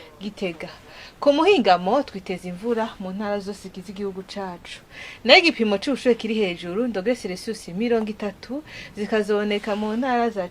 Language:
Rundi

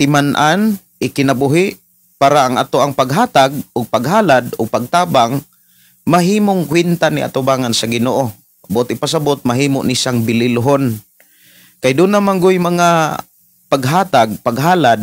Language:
Cebuano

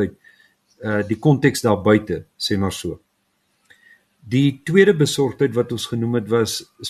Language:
Afrikaans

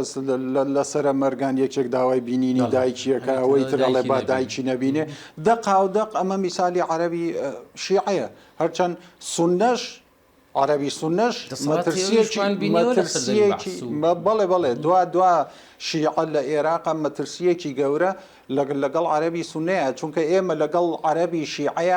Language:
Central Kurdish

